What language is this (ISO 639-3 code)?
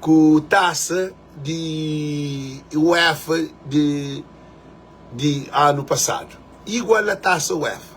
kea